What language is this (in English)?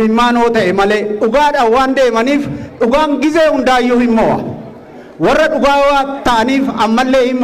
Oromo